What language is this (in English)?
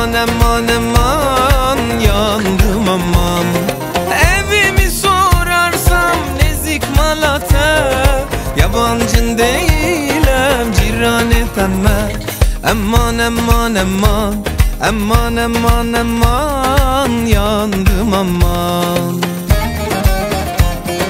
Turkish